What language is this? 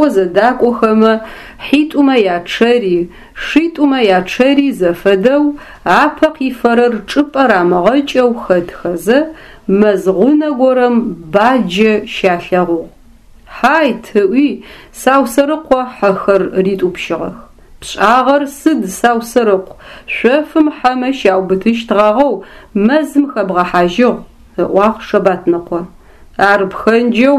Adyghe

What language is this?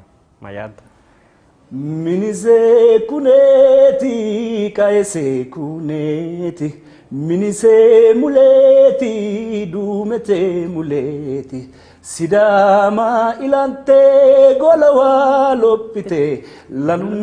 Sidamo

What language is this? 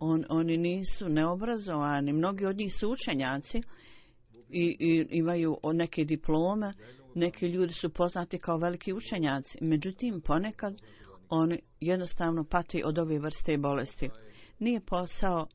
Bosnian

